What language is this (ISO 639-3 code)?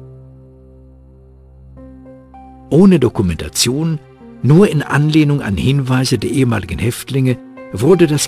deu